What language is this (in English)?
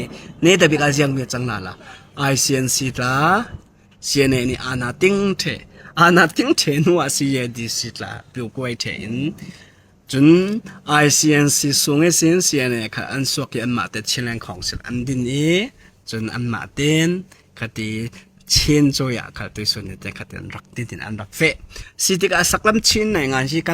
Falam Chin